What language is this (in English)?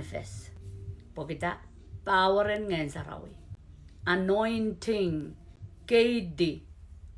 Pohnpeian